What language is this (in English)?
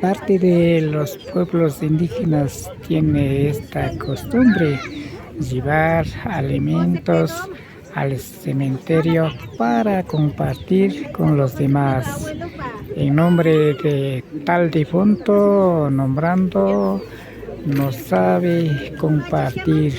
Imbabura Highland Quichua